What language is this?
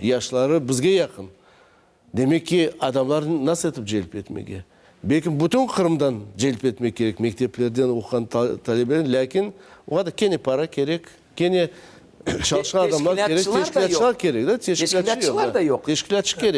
Crimean Tatar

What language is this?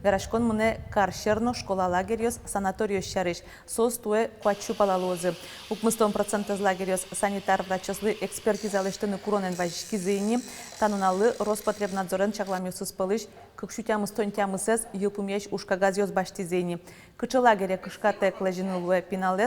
Udmurt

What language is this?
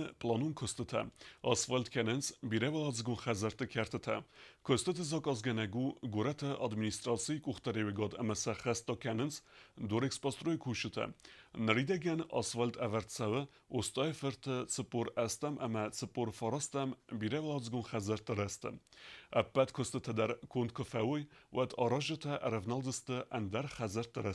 Ossetic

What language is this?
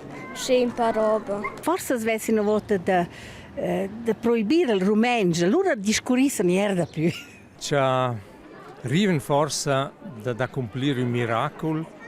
Romansh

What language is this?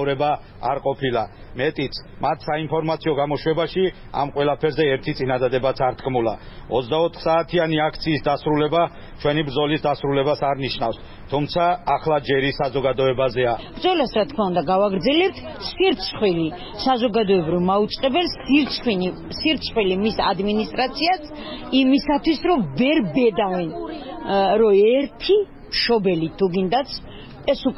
Georgian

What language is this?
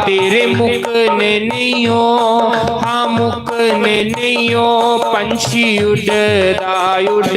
Dogri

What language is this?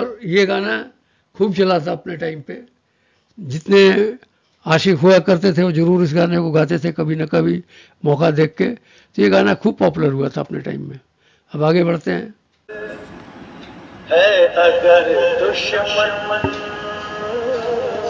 Hindi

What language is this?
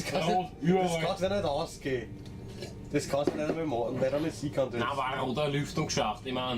Bavarian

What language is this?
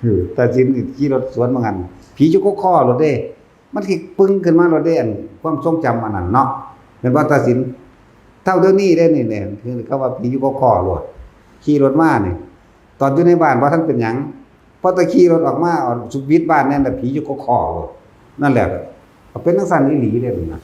Northeastern Thai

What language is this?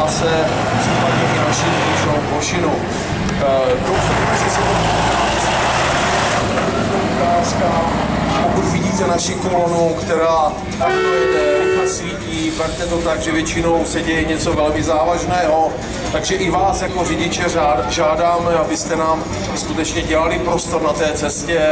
Czech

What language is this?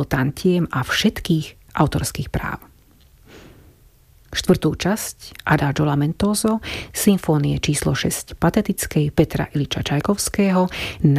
Slovak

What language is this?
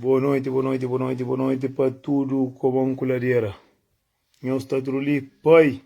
Kabuverdianu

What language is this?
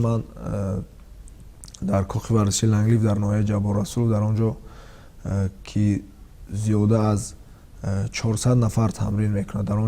Tajik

